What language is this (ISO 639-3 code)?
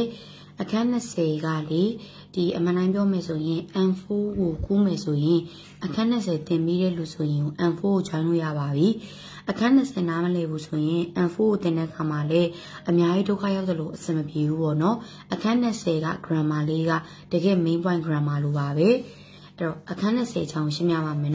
mya